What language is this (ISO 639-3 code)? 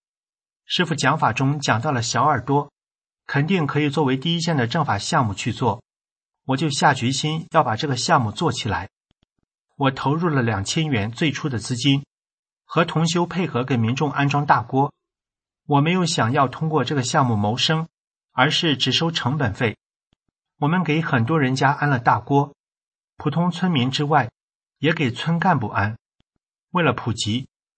zho